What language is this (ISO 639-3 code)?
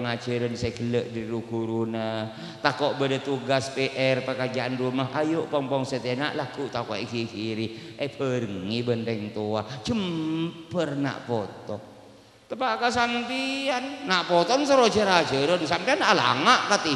mad